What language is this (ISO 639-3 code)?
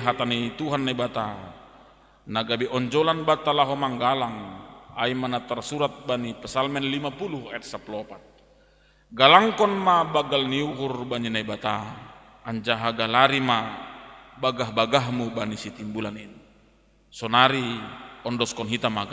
bts